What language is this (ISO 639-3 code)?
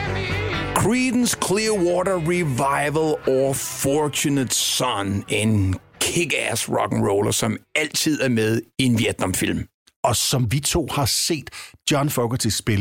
dan